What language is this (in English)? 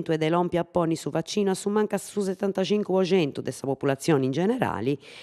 Sardinian